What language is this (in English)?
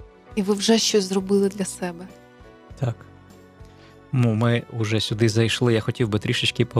Ukrainian